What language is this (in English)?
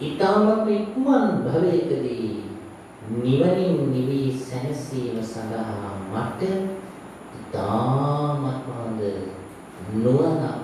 Sinhala